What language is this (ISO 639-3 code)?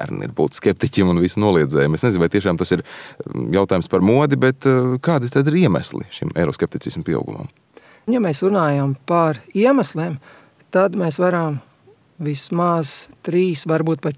lav